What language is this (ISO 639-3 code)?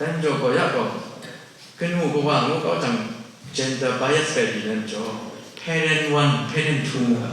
kac